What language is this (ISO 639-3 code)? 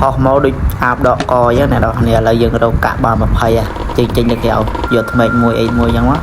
khm